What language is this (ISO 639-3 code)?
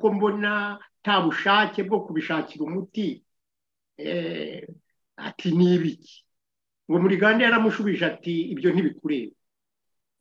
kin